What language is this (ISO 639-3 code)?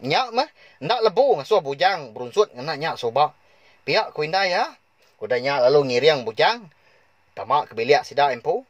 iba